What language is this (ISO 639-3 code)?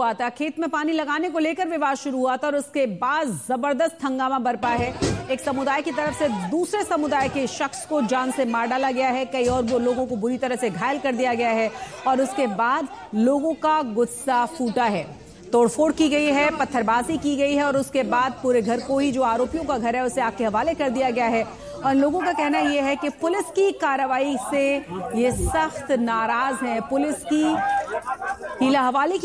hin